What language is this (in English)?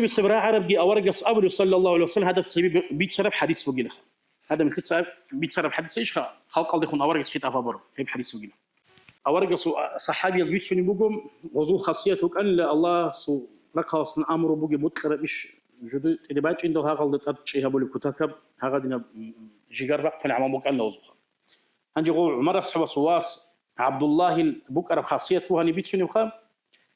Avaric